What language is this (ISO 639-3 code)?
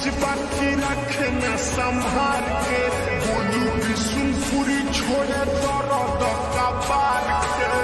bho